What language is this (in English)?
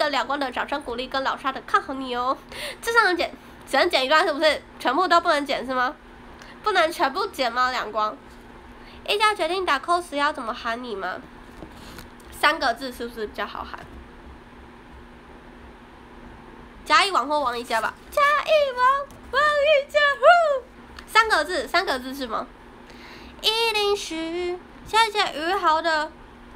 Chinese